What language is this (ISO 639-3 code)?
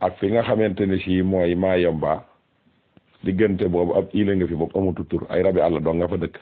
wol